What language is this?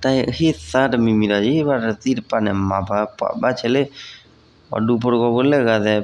S'gaw Karen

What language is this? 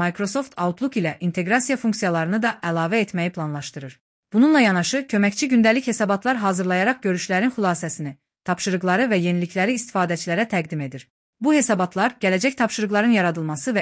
Azerbaijani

